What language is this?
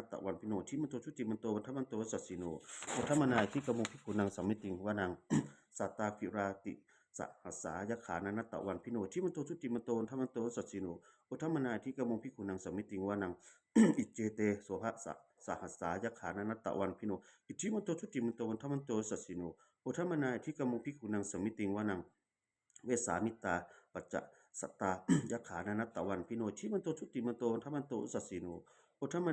Pali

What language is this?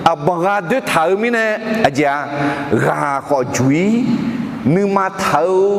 Akha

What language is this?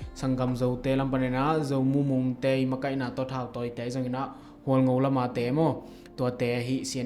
Tedim Chin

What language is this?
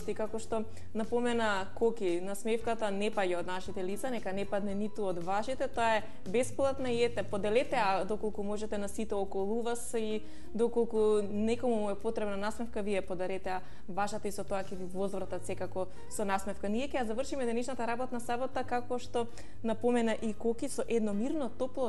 Macedonian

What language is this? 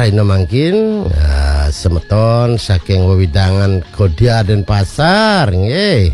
Balinese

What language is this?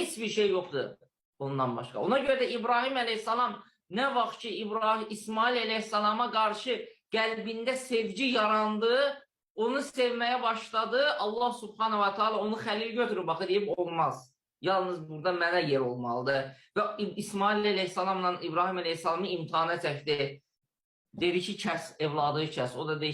Azerbaijani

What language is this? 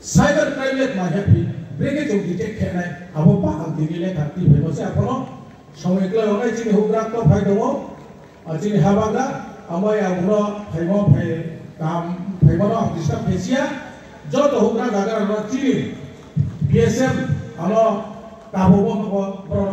Riang (India)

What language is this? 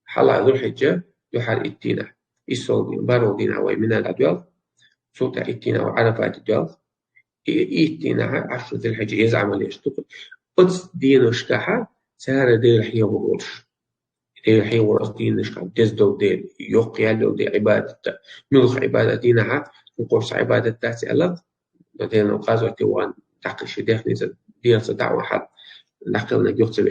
Chechen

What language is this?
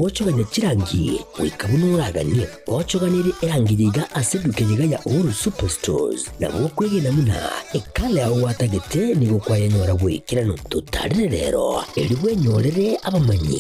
Gusii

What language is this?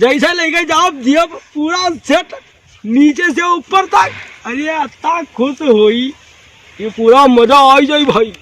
Awadhi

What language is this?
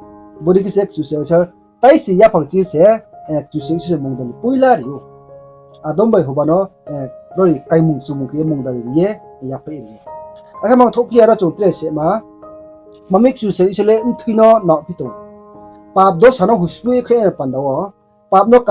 Riang (India)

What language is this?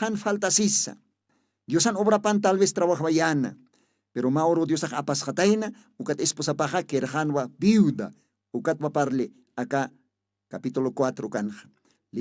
Aymara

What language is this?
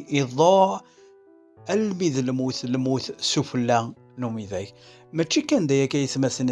Kabyle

